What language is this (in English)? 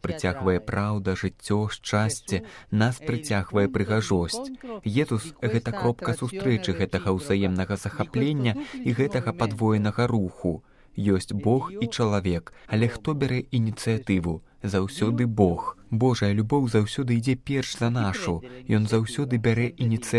Belarusian